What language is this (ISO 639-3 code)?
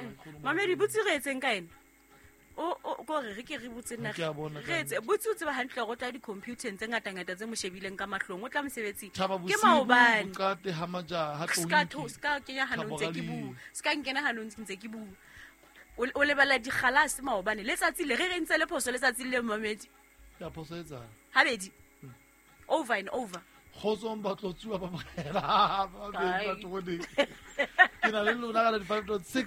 sot